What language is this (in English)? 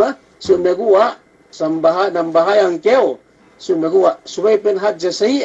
Yakan